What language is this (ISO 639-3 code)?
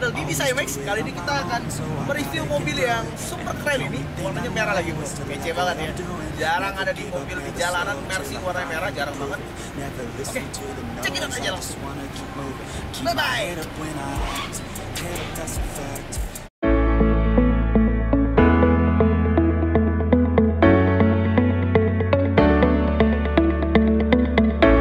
ind